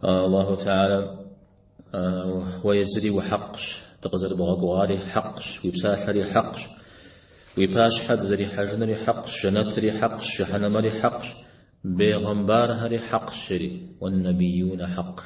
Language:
Kabardian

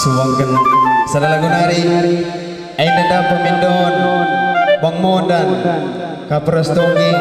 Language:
Batak Karo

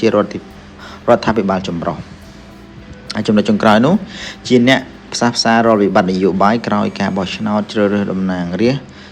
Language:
Khmer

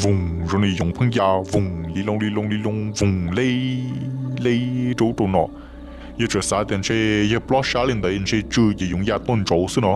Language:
Hmong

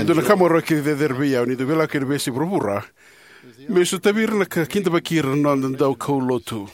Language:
Fijian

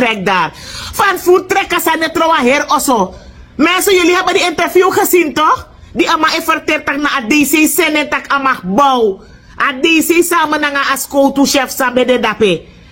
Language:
Sranan Tongo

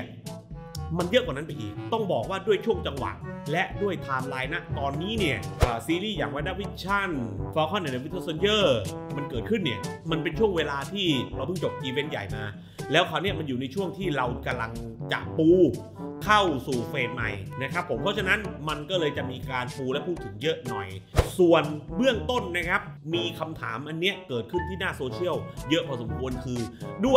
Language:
Thai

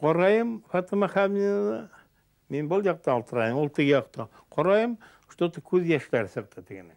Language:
Bashkir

